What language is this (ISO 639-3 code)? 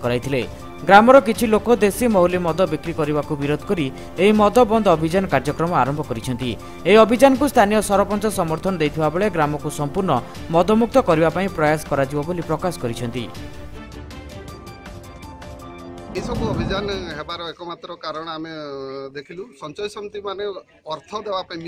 ori